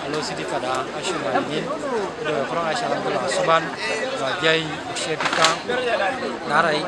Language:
Teso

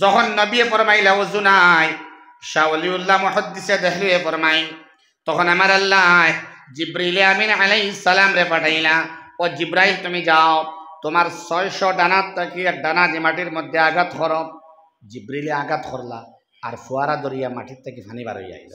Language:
Sylheti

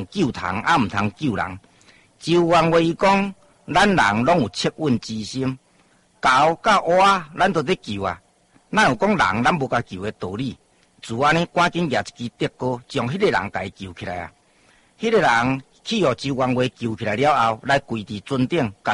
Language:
Min Nan Chinese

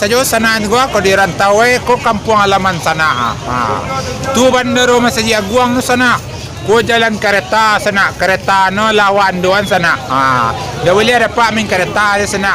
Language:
Minangkabau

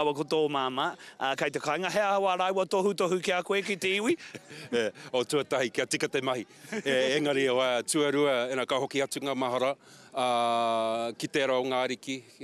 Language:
Māori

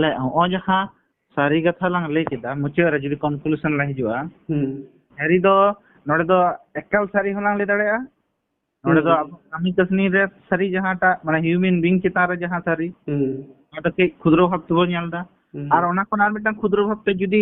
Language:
Santali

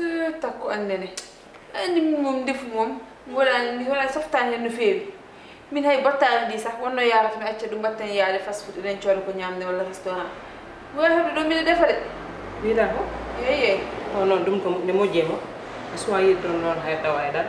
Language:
Fula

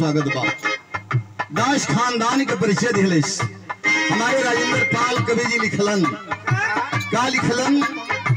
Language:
Bhojpuri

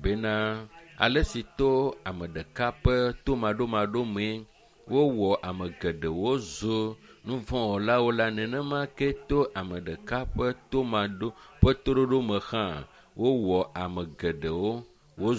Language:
Ewe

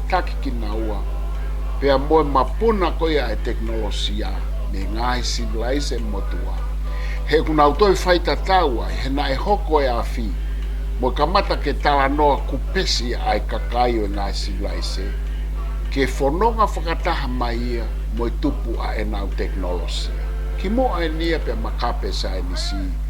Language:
Tongan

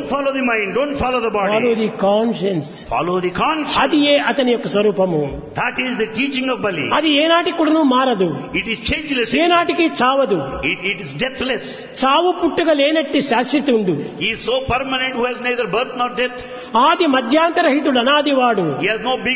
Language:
Telugu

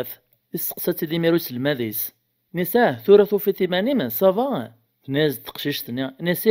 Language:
Kabyle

